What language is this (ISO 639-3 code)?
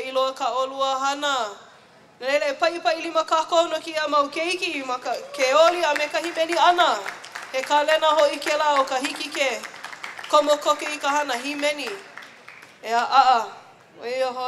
haw